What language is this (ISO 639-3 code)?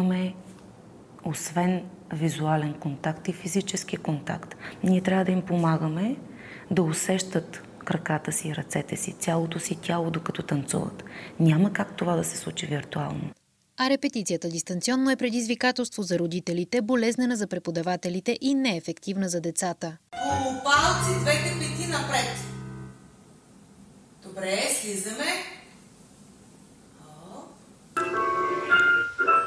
bul